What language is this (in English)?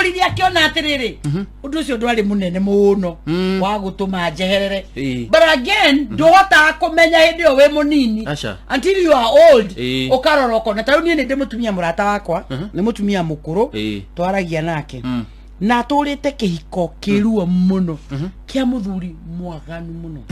Kikuyu